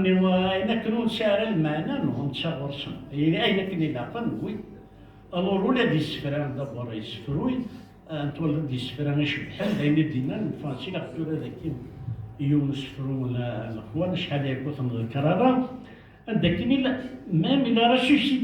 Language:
Kabyle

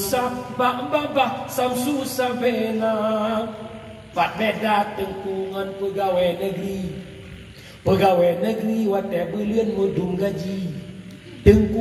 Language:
Achinese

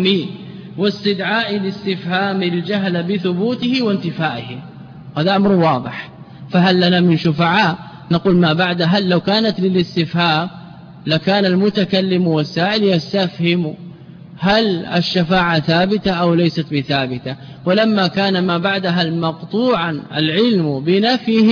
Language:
Arabic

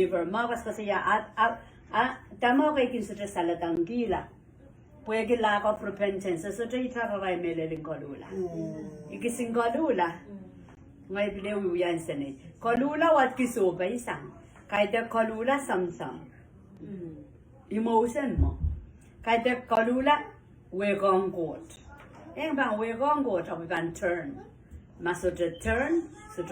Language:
Pohnpeian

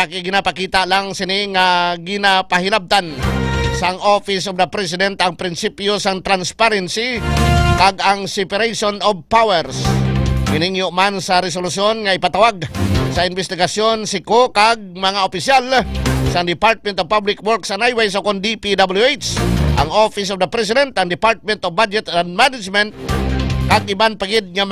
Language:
Hiligaynon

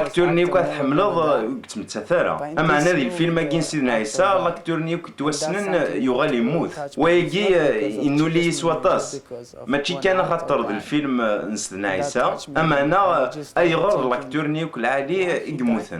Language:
Kabyle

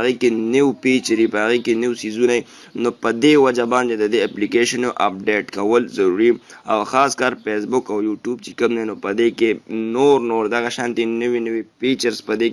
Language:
Pashto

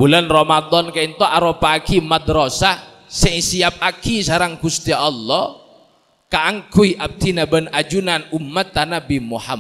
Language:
Madurese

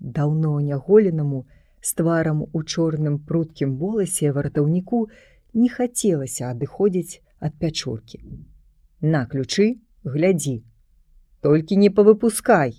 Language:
Belarusian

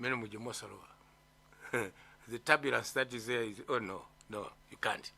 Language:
Nyanja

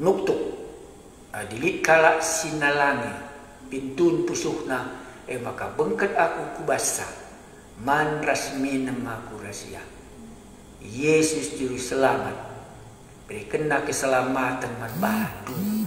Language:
Batak Karo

